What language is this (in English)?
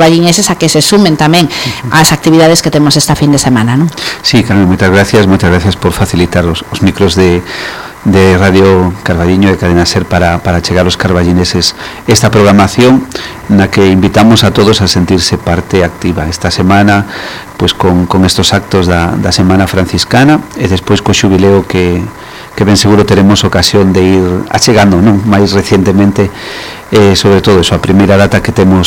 Galician